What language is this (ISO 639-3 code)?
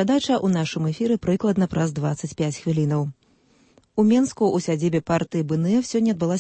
bel